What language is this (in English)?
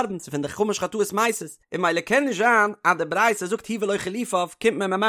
Yiddish